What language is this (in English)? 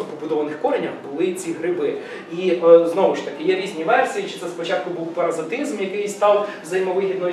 Ukrainian